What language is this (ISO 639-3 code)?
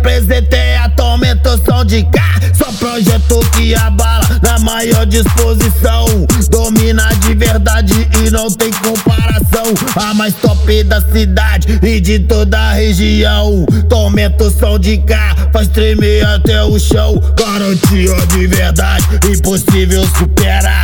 por